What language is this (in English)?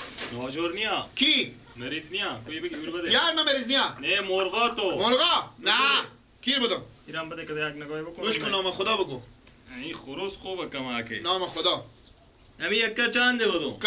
Persian